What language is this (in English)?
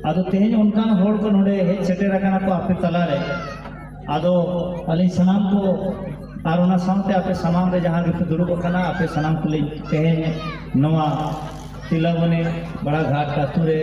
Santali